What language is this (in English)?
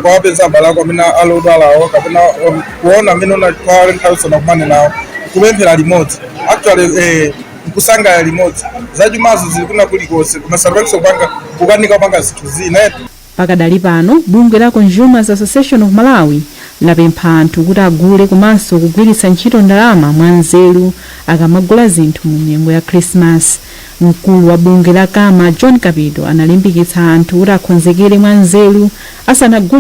Nyanja